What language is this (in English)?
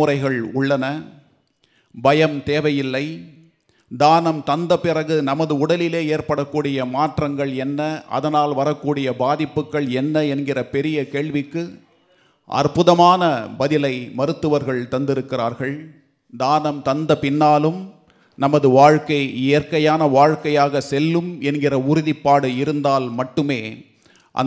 Tamil